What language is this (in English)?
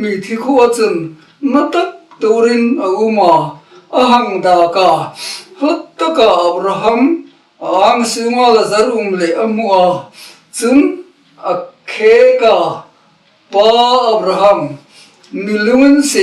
Hmar